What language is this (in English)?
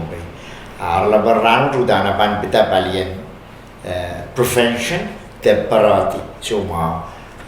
Pohnpeian